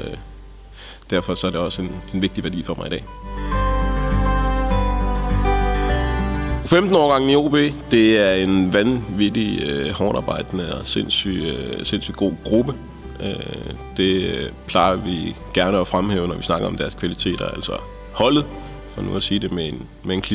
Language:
Danish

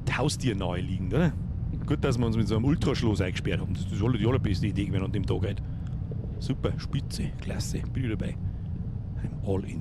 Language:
Bavarian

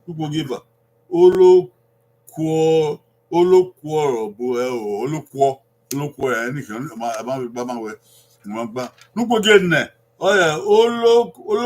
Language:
Bini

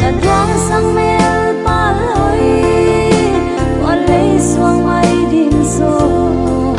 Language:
Tedim Chin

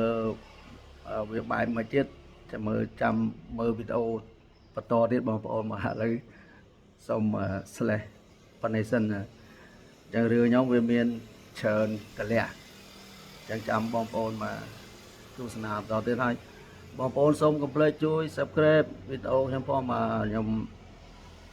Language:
Khmer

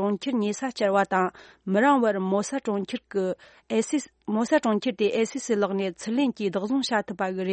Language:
Tibetan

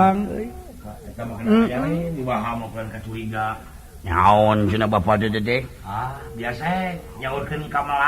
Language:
Sundanese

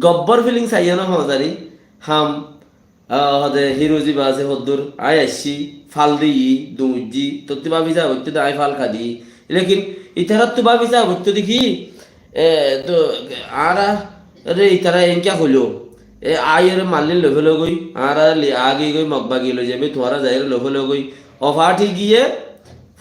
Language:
Rohingya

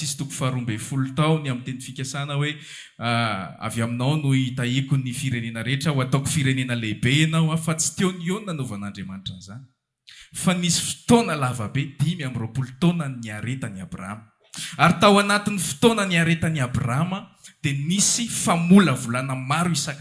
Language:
Malagasy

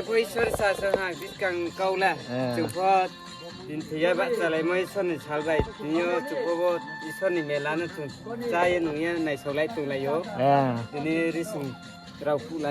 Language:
Riang (India)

